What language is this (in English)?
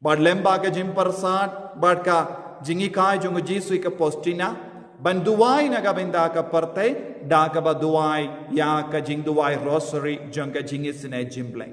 Khasi